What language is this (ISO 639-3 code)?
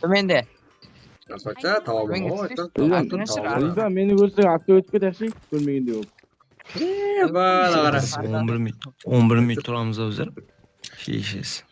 kaa